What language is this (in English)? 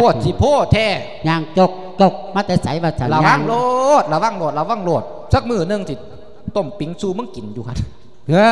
Lao